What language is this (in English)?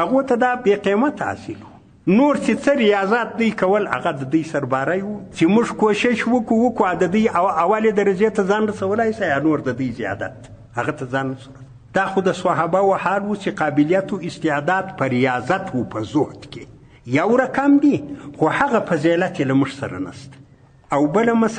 Pashto